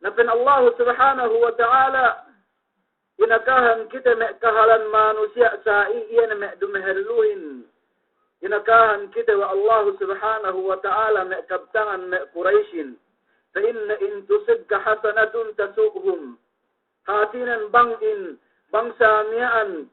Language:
Yakan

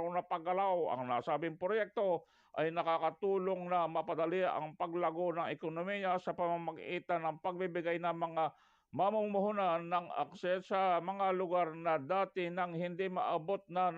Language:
Bikol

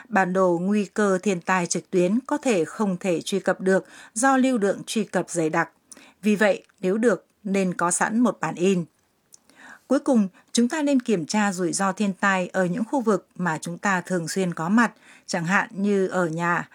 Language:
Vietnamese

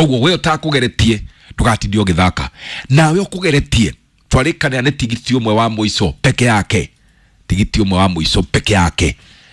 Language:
Kikuyu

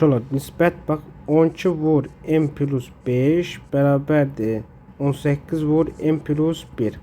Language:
Azerbaijani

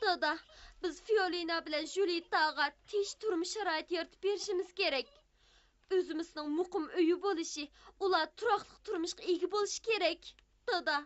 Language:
Uyghur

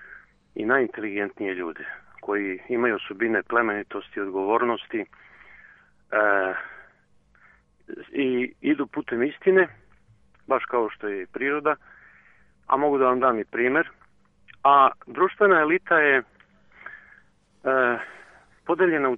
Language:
Serbian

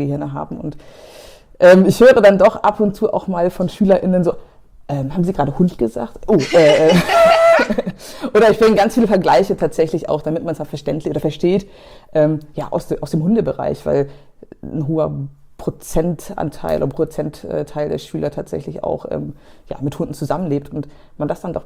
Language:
German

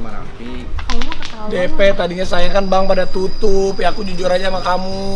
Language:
Indonesian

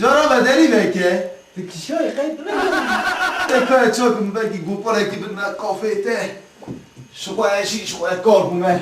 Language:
Kurdish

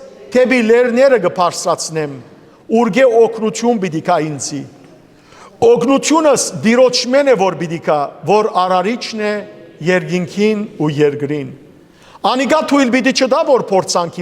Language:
Western Armenian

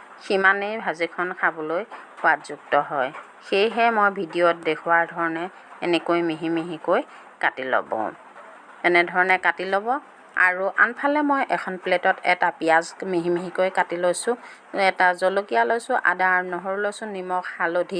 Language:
Assamese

